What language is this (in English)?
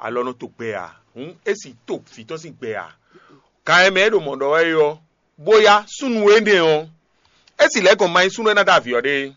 Fon